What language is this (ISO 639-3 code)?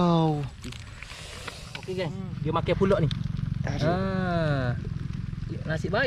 msa